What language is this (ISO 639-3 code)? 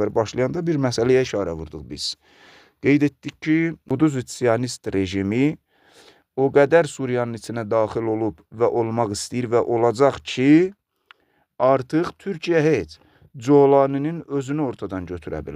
aze